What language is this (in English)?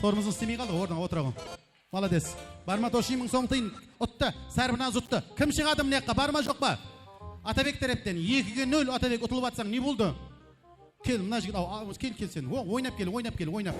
Kara-Kalpak